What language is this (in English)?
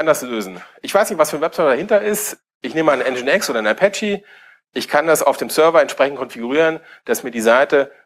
German